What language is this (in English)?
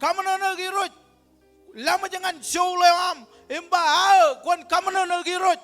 Marshallese